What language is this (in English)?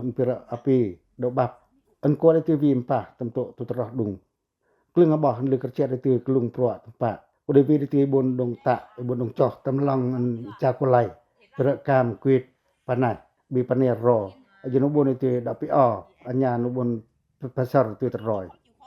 Pacoh